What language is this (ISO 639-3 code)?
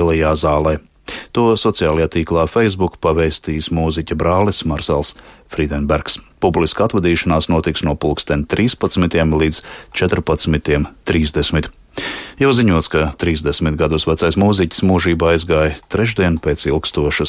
lav